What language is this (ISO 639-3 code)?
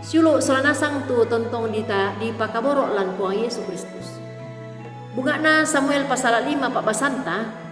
sda